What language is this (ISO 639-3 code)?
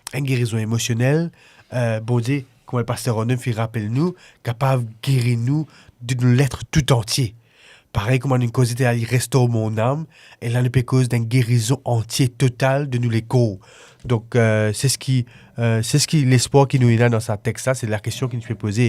mfe